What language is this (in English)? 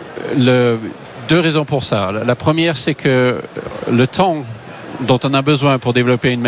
French